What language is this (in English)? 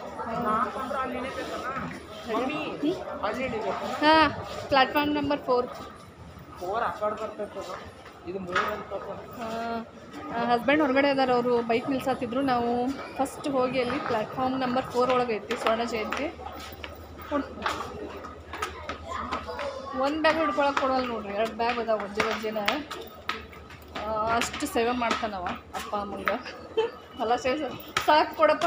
Kannada